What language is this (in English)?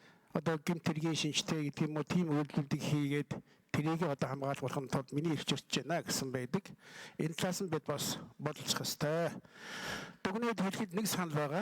Mongolian